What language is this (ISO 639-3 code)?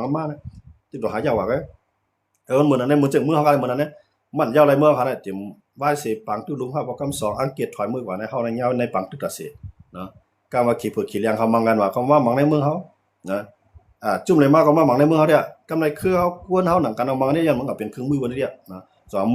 shn